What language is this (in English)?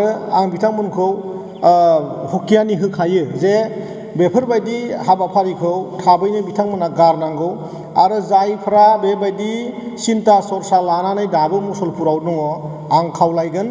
Bodo